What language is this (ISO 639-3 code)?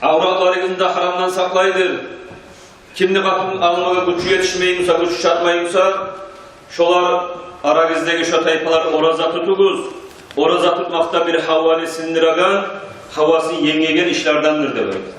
kum